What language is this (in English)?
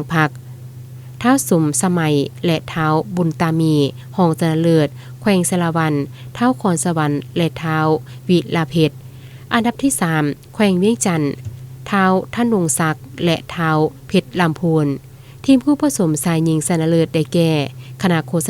Lao